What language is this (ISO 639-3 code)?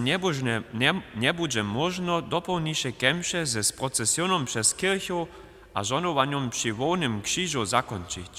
hsb